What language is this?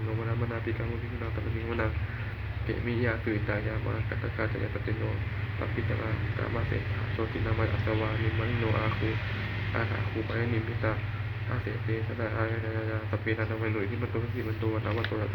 Pali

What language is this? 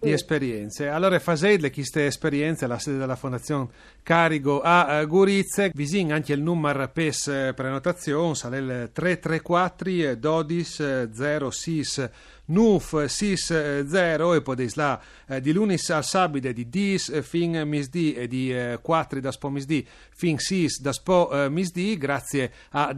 Friulian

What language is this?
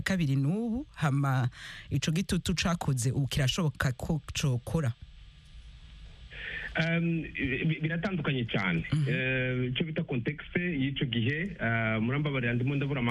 Kinyarwanda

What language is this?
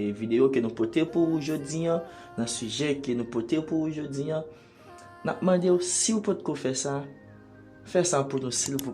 Haitian Creole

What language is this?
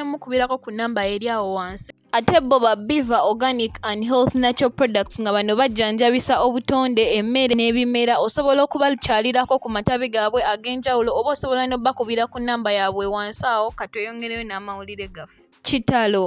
Ganda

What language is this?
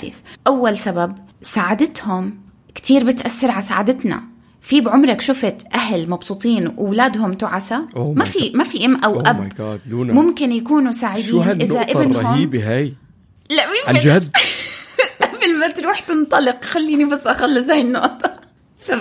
North Levantine Arabic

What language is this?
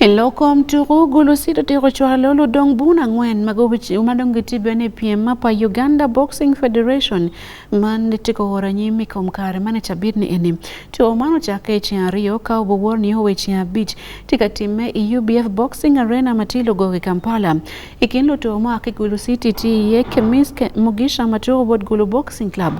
Acoli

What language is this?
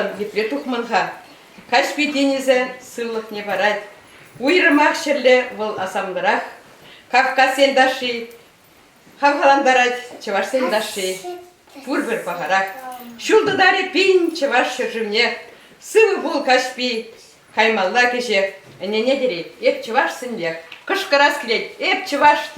Chuvash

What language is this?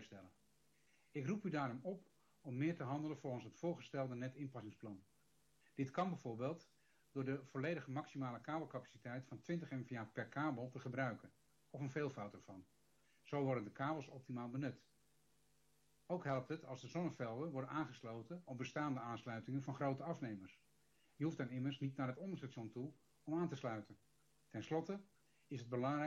Dutch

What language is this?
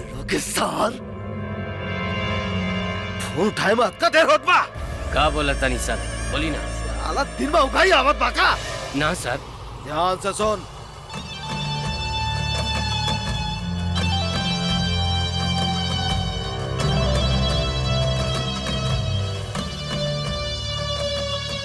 Bhojpuri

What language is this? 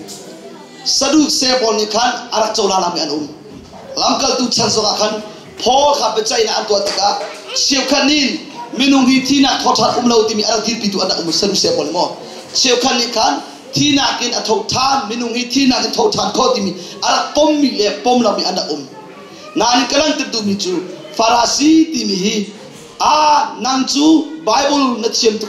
Hakha Chin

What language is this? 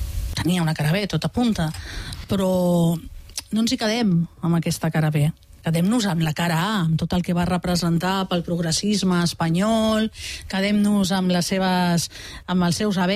Catalan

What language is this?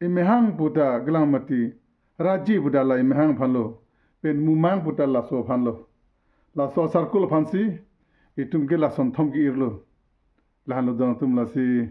Karbi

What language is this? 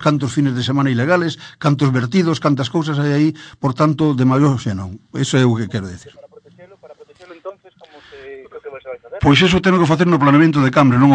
Galician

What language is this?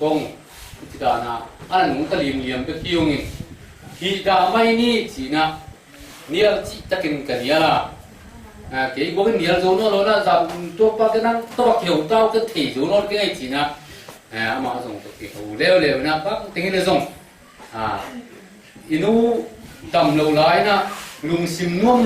Tedim Chin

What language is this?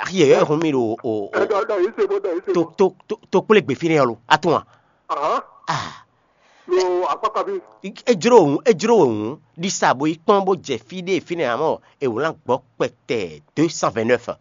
Fon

